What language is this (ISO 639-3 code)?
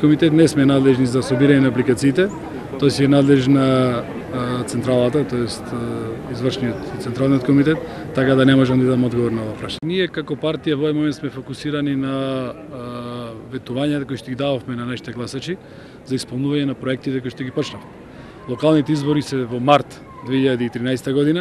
mkd